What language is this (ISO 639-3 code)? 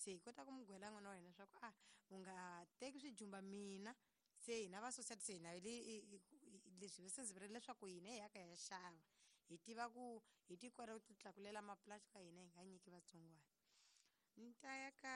tso